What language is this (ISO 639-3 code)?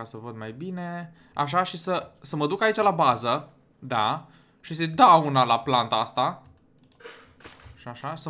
ron